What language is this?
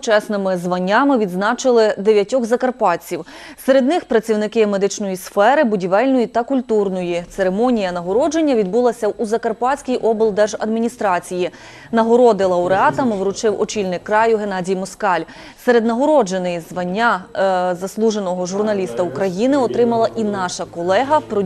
Ukrainian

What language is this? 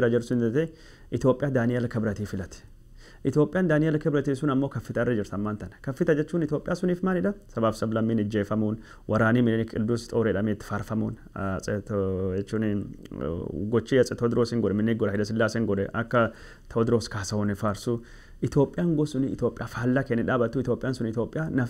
Oromo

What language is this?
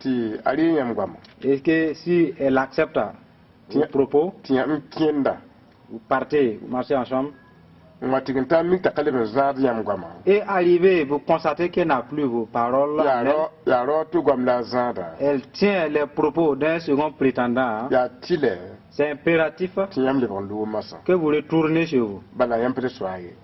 Mossi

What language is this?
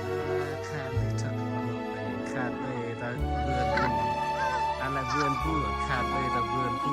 Central Mnong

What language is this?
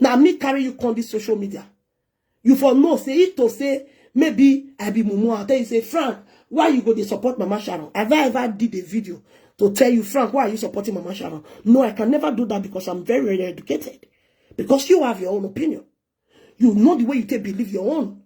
Nigerian Pidgin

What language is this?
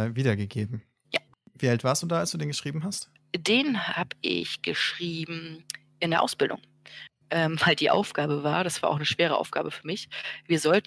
German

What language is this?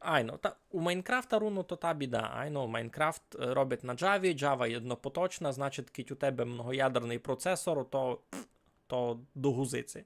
Rusyn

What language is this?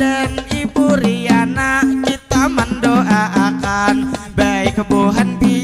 Banjar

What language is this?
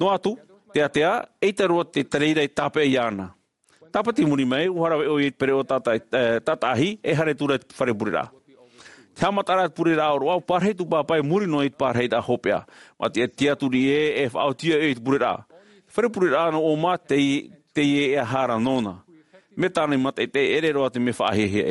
Tahitian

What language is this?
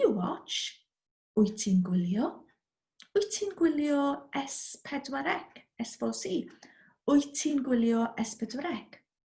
Welsh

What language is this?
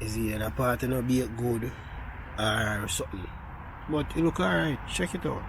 Jamaican Creole English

